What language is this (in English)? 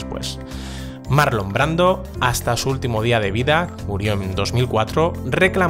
Spanish